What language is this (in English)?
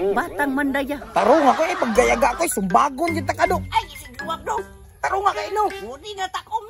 Cebuano